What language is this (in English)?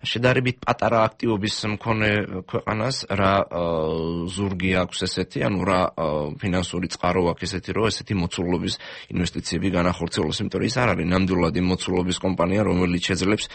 Georgian